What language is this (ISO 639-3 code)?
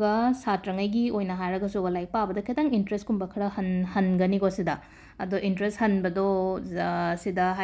mni